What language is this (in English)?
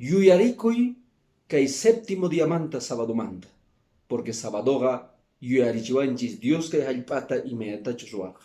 Quechua